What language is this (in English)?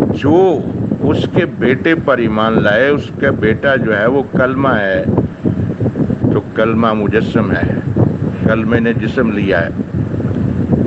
Urdu